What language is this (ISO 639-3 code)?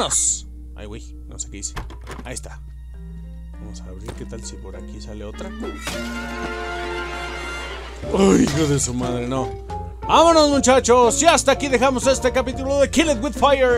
spa